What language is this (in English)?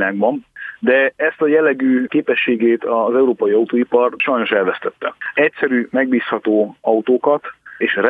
Hungarian